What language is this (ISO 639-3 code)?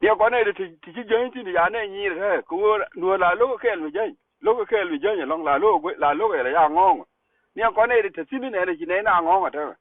nus